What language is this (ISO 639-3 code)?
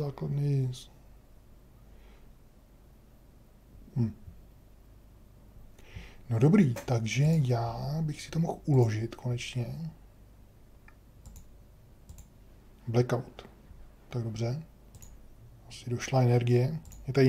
ces